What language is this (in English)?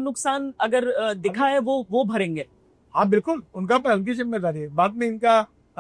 Hindi